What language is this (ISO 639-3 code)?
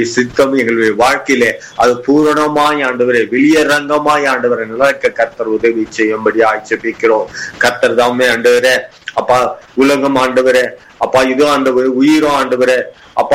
tam